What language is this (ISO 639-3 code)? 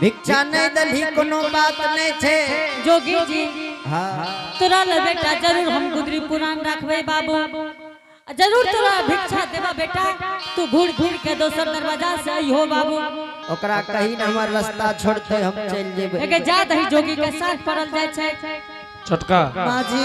anp